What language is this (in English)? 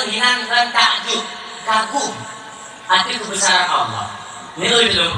Achinese